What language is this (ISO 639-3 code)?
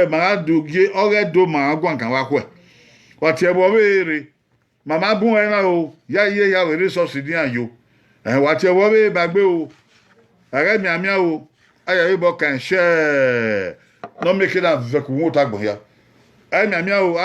bin